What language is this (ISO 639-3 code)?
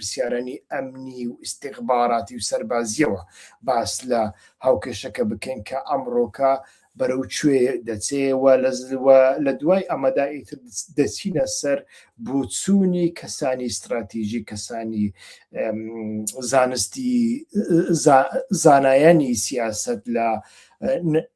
ckb